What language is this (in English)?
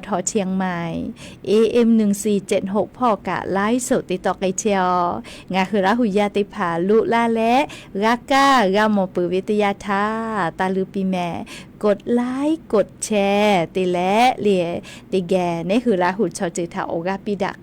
Lahu